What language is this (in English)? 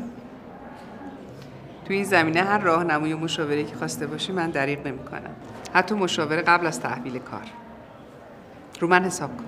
Persian